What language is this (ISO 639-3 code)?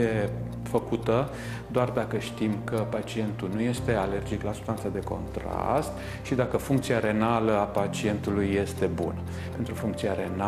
ron